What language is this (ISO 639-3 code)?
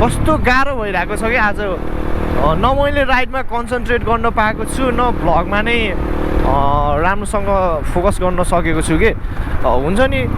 nep